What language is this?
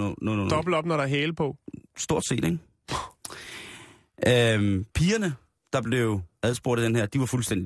Danish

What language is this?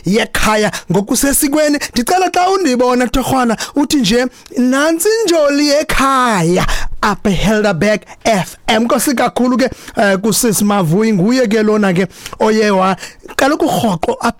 Xhosa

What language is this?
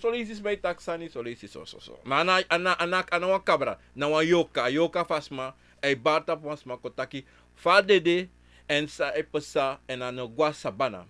Sranan Tongo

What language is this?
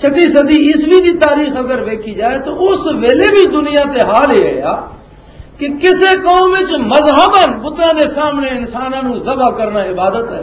Western Panjabi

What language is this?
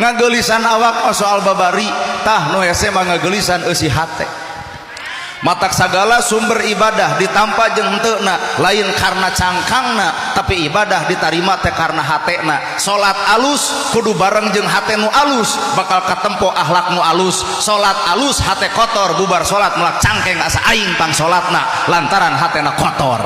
Sundanese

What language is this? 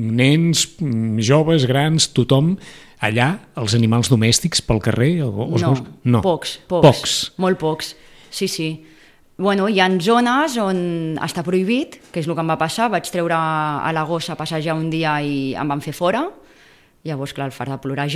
Catalan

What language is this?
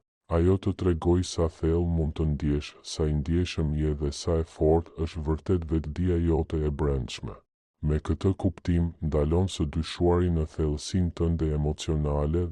Albanian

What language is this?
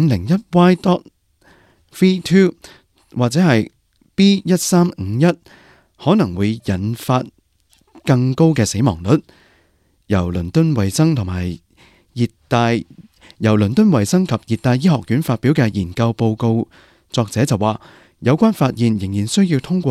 Cantonese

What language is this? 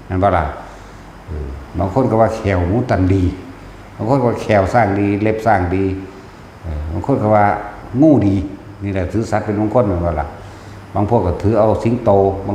Northeastern Thai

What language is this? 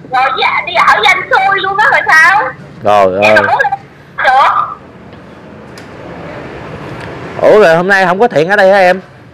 Vietnamese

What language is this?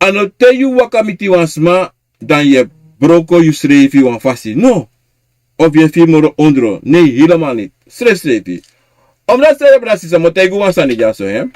Sranan Tongo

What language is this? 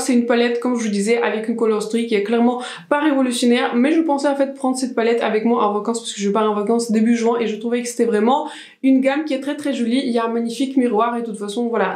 French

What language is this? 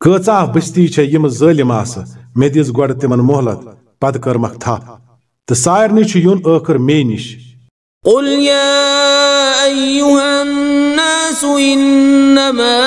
Kashmiri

